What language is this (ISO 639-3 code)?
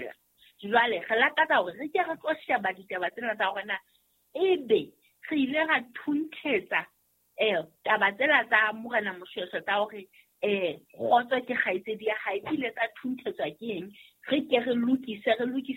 sot